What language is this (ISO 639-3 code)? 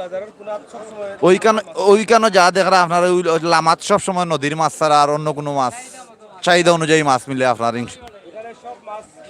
syl